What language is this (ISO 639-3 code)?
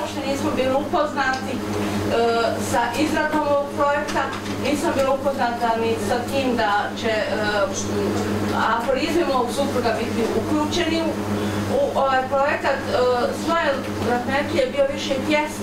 bos